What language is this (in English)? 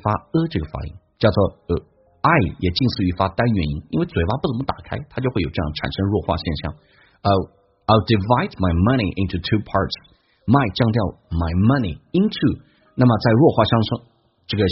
Chinese